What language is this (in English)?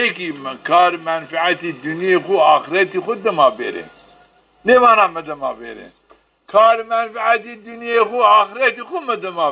Zaza